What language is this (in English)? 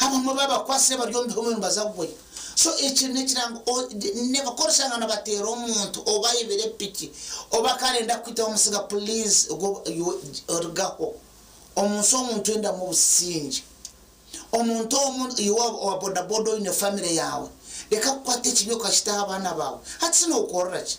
Nyankole